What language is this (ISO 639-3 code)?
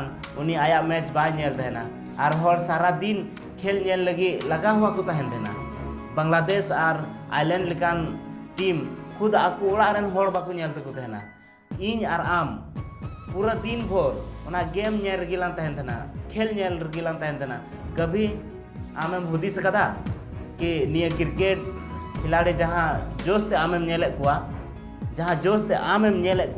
sat